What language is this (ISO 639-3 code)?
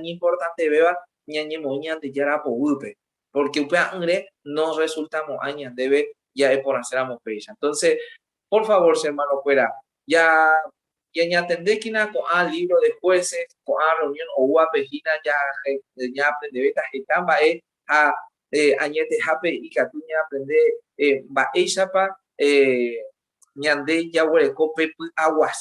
grn